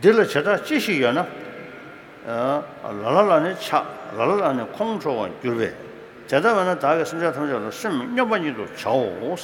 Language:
Tibetan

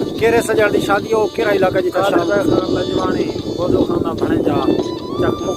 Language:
Saraiki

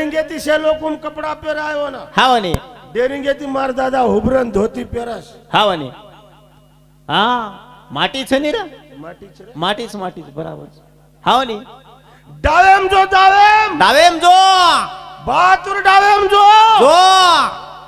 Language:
Lambadi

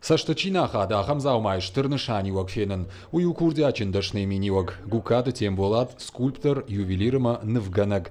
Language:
Ossetic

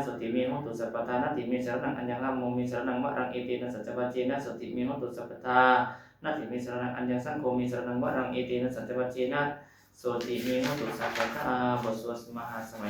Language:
Pali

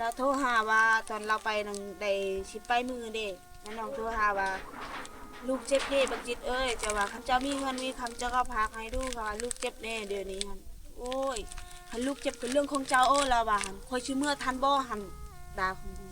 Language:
Lao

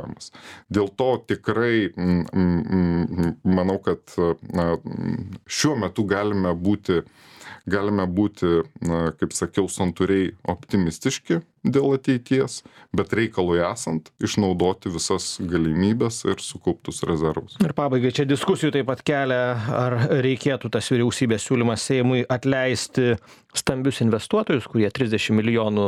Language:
Lithuanian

